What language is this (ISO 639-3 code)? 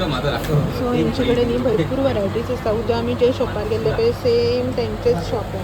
kok